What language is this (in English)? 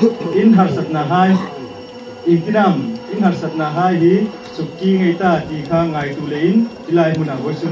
Hmar